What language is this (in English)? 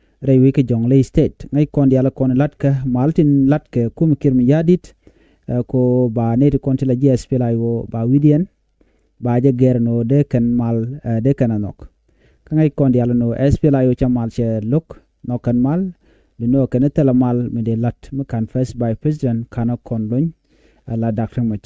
Nuer